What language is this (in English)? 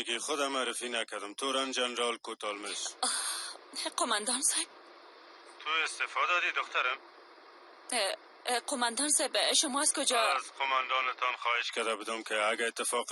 Persian